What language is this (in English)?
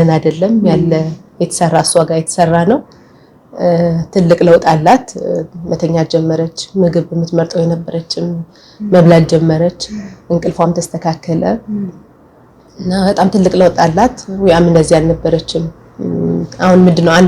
Amharic